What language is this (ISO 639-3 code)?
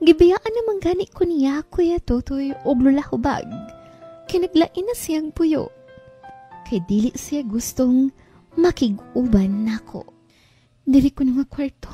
ceb